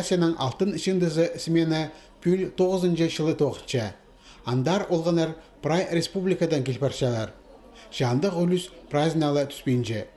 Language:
Khakas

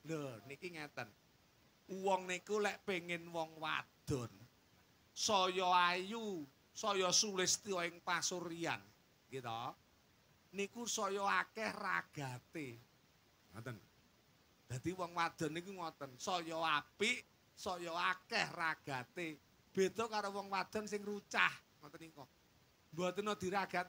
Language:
Javanese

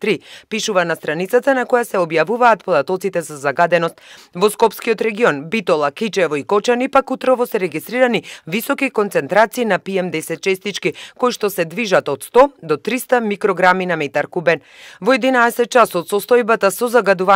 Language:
Macedonian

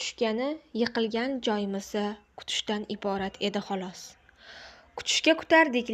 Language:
Uzbek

